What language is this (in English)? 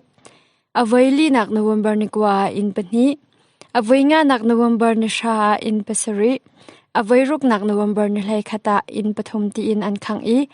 Hakha Chin